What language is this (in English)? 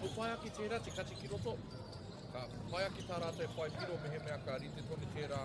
Māori